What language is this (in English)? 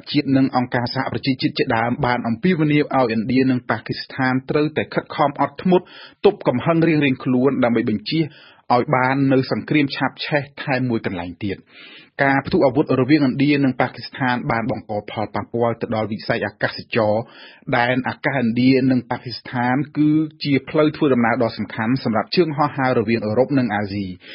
Khmer